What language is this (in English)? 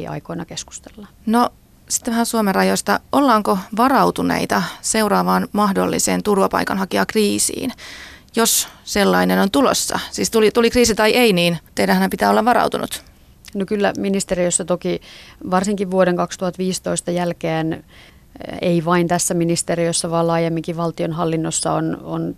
Finnish